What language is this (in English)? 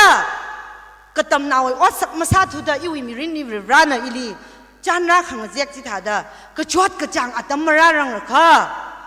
Tangkhul Naga (India)